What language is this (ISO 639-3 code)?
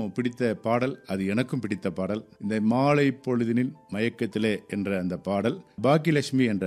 tam